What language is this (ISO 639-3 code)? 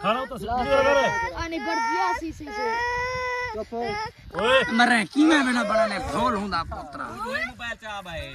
skr